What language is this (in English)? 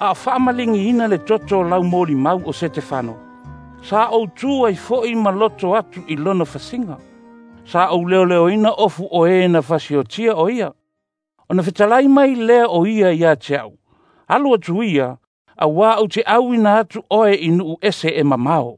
Samoan